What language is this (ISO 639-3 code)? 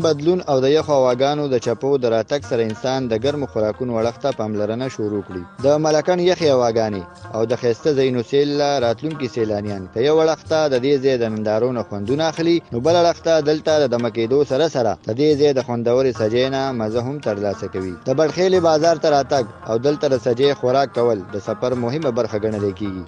pus